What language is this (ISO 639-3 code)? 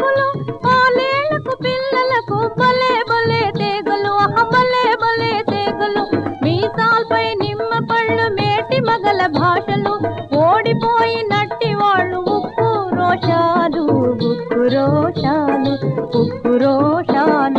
tel